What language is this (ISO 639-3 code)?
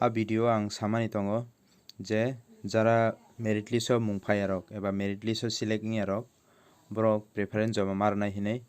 trp